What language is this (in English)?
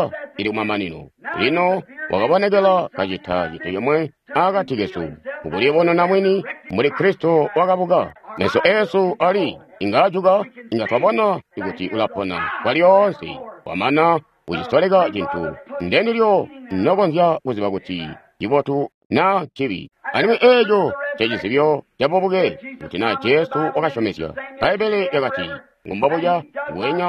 Tonga (Zambia)